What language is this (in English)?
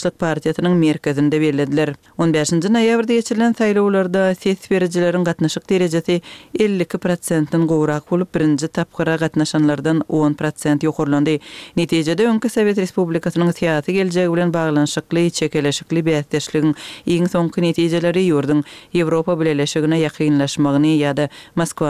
Kyrgyz